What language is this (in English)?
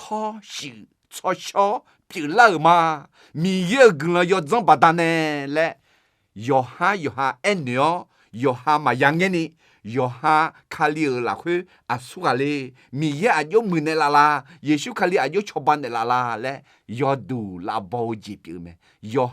Akha